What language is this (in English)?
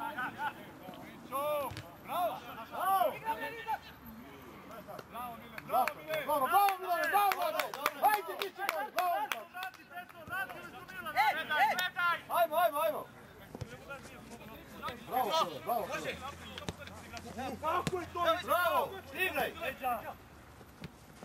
Serbian